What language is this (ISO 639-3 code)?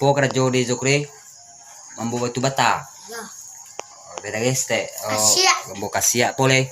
min